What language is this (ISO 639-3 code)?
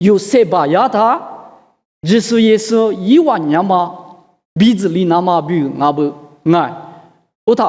lis